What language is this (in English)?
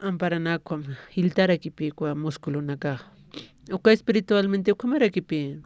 Aymara